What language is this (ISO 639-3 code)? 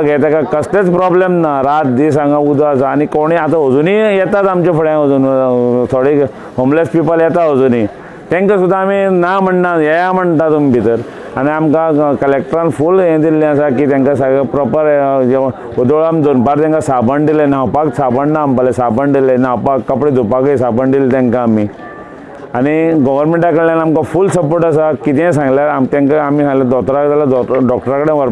kok